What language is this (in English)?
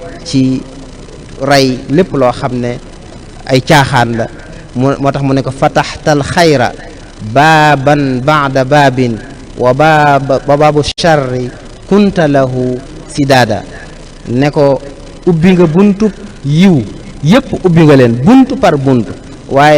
Wolof